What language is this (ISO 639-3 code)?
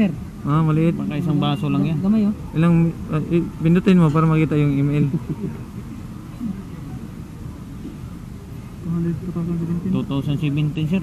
fil